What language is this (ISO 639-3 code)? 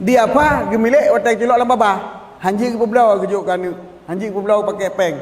ace